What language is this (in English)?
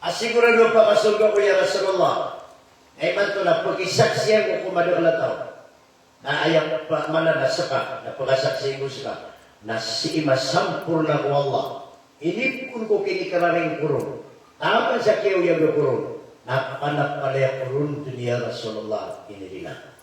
Maranao